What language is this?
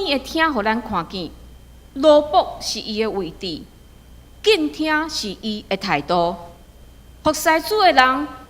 Min Nan Chinese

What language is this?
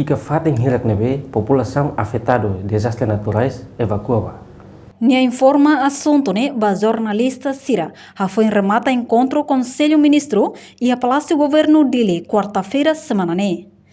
Tetum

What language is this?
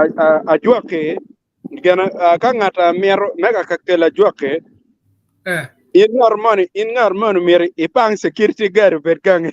Acoli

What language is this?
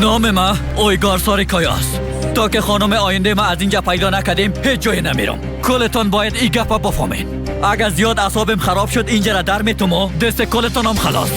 Persian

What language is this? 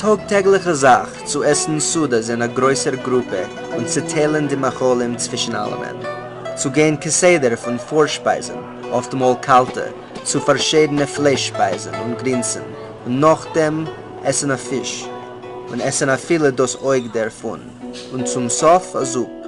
Yiddish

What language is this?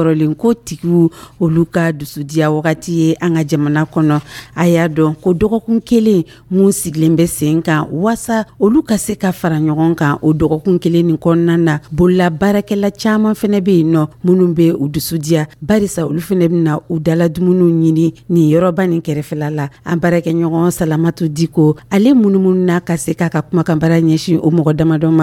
Dyula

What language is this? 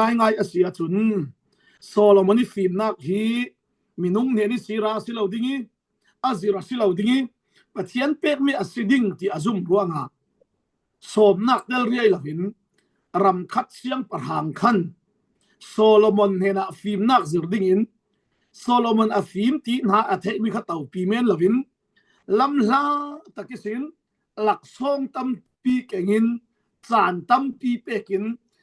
Falam Chin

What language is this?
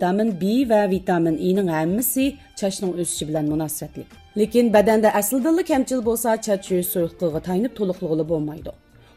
Uyghur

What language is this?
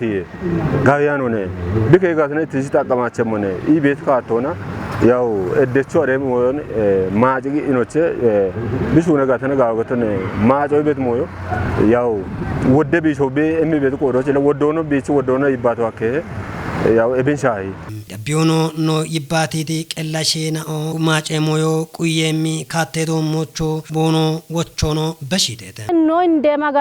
Kafa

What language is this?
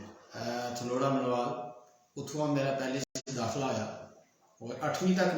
Dogri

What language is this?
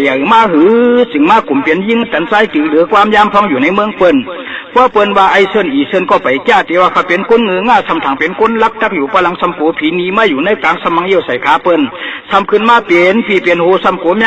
Shan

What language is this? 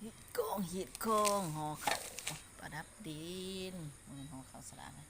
Lao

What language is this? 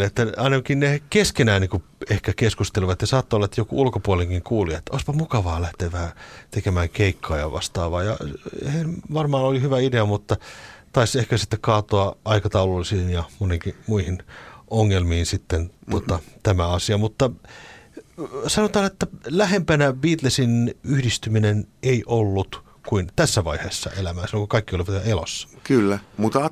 Finnish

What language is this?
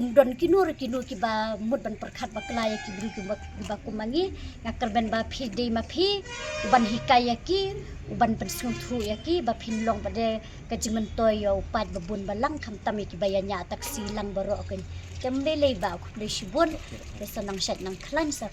Khasi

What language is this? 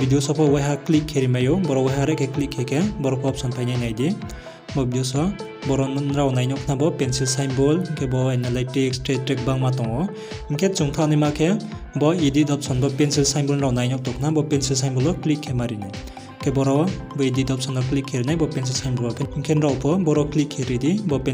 Riang (India)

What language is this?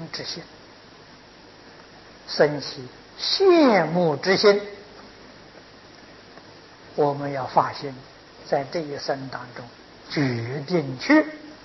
Chinese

